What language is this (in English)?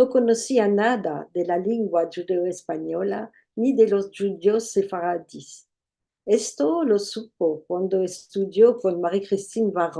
Ladino